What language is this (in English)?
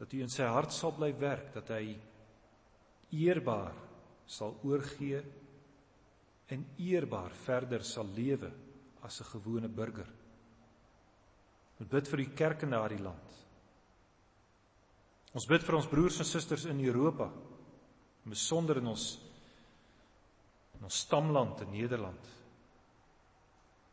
Afrikaans